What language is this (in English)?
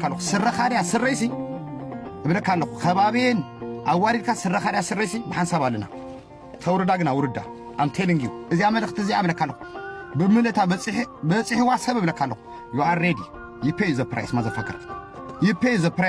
Tigrinya